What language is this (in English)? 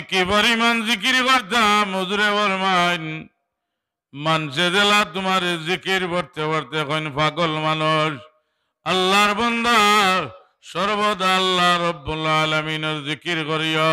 Sylheti